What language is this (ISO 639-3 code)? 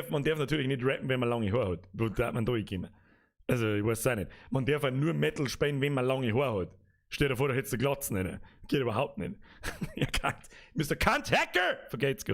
bar